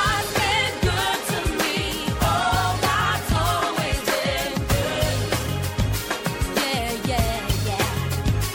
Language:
Estonian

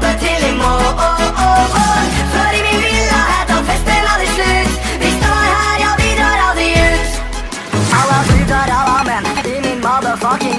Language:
Swedish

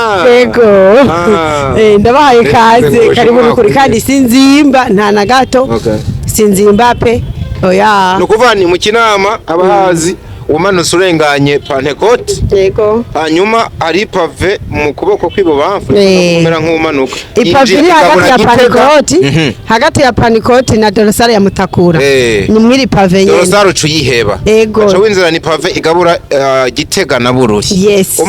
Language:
Rundi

